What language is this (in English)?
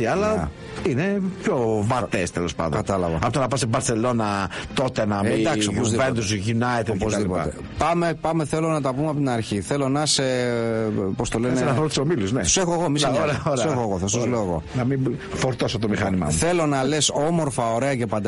Greek